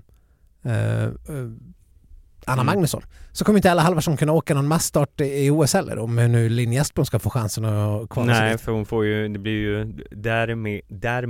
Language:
Swedish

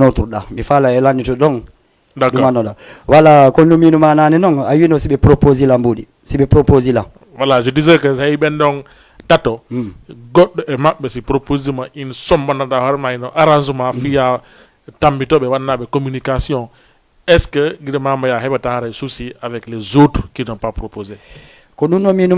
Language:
Fula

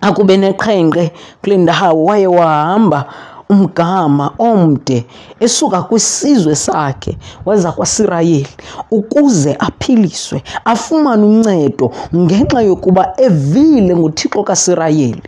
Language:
Xhosa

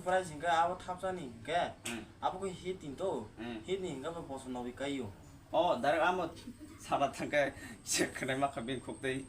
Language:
Kok Borok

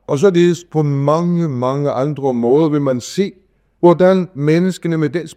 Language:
Danish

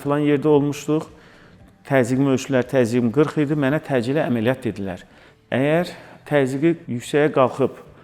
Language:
Azerbaijani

